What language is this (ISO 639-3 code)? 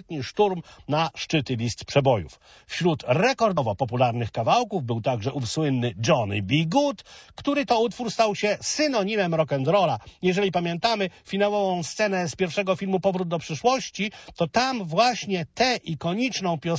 pol